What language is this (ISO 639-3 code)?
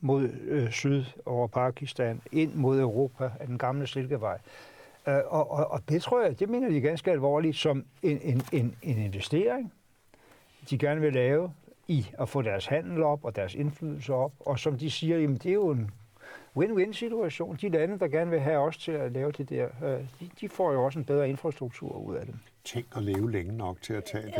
dan